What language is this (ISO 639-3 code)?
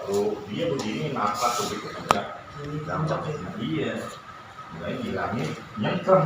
bew